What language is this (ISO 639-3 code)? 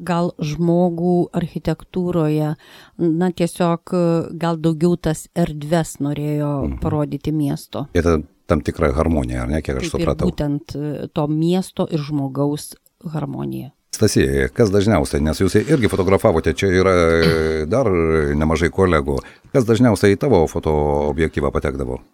lit